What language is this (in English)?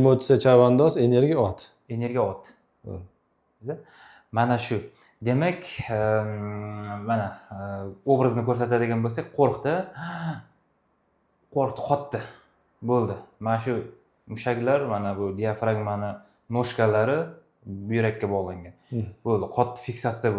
Uzbek